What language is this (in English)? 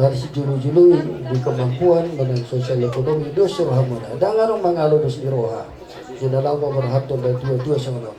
Batak Toba